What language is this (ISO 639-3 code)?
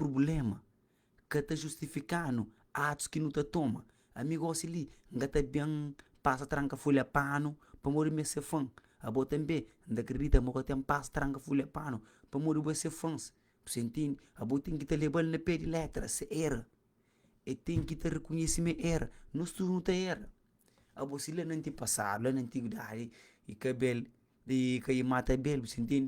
kea